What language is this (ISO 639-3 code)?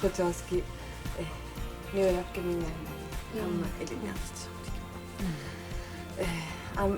kal